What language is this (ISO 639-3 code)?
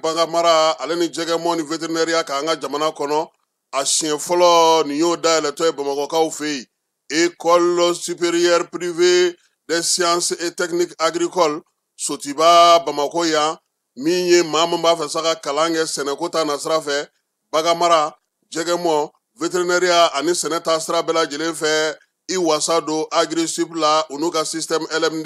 bam